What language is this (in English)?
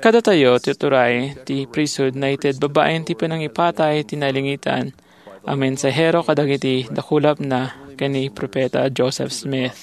Iloko